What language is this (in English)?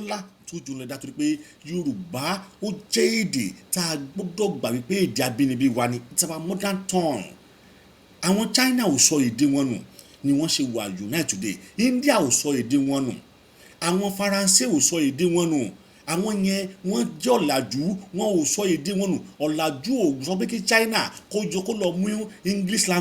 Yoruba